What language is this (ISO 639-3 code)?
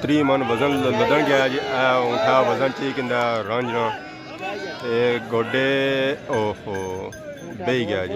phr